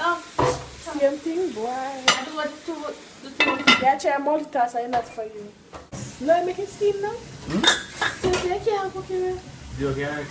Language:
Jamaican Creole English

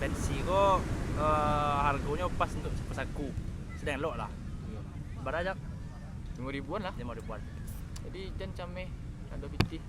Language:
Minangkabau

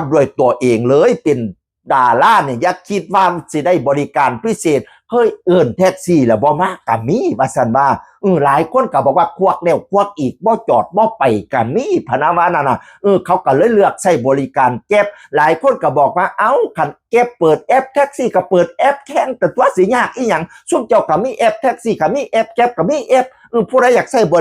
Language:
Northeastern Thai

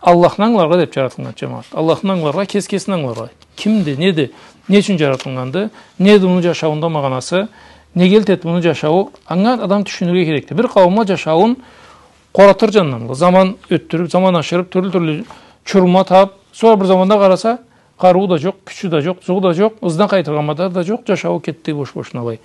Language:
Karachay-Balkar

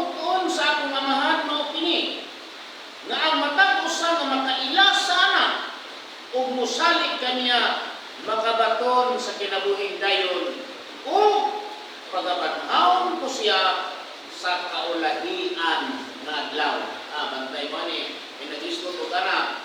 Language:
Cebuano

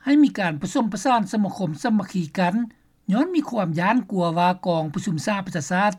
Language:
Lao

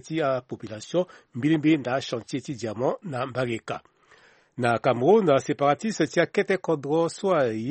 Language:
Sango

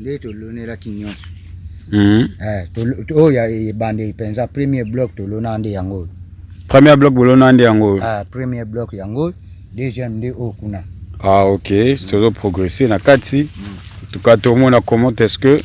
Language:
Lingala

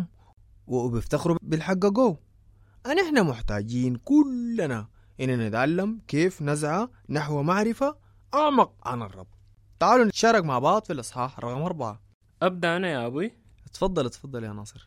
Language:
Sudanese Arabic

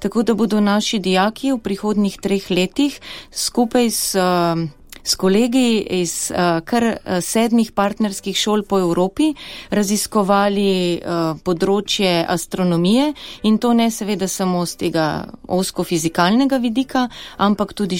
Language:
Slovenian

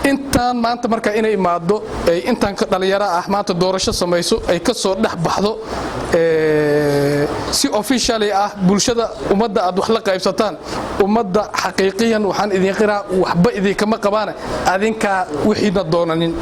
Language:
Somali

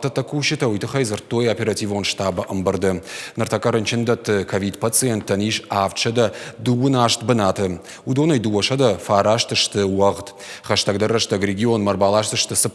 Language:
Ossetic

